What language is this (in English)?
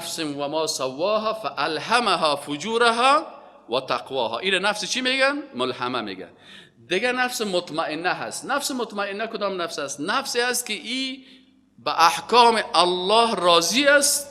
Persian